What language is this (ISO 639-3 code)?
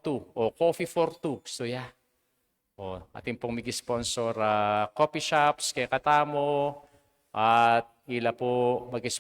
pam